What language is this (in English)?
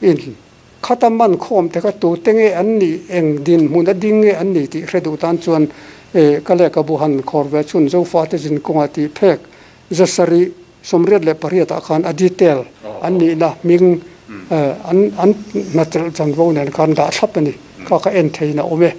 Mizo